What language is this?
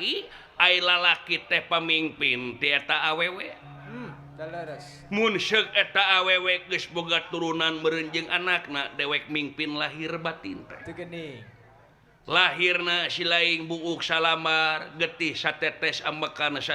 Sundanese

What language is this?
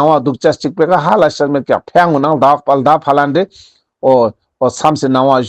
Ladakhi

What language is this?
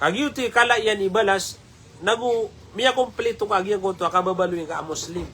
Maranao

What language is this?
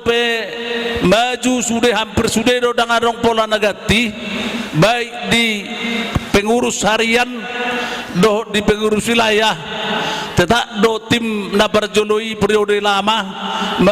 Batak Toba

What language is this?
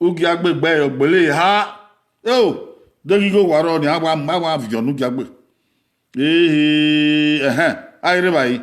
Bini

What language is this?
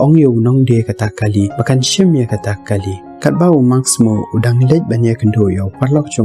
Khasi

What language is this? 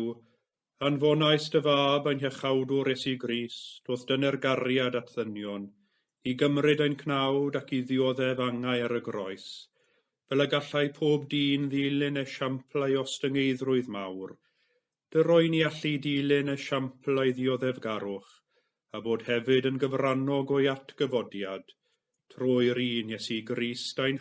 Welsh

